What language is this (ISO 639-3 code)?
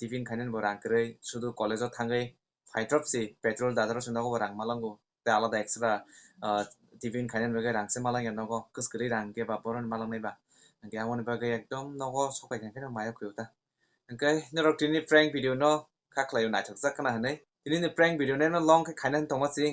trp